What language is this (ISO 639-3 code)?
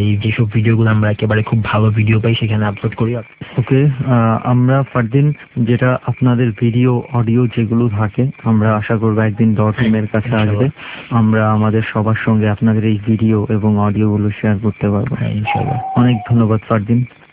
ben